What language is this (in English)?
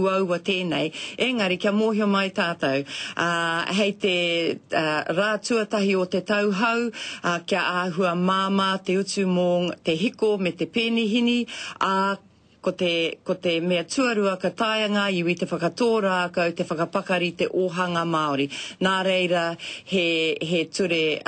Māori